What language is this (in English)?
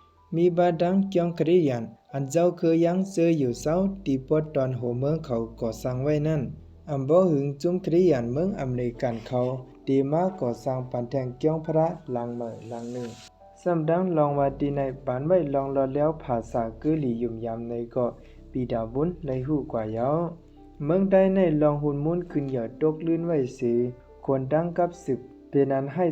Shan